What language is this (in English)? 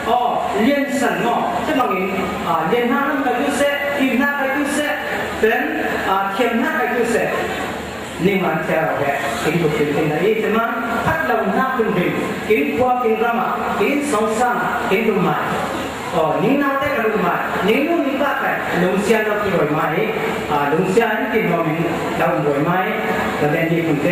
Falam Chin